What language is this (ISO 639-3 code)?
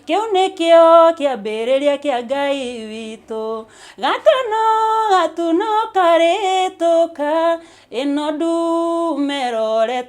kik